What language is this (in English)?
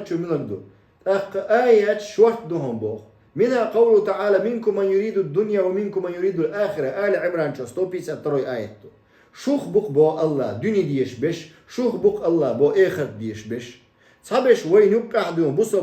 Chechen